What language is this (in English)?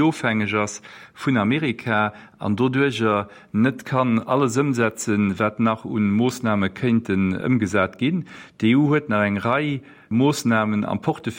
Luxembourgish